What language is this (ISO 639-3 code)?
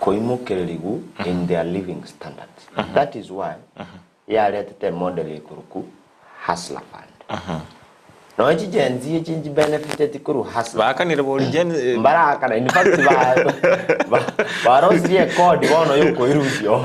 guz